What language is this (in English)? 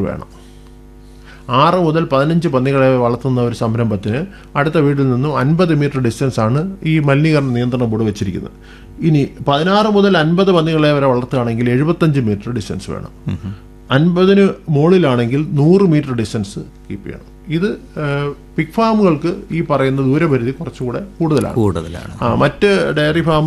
Malayalam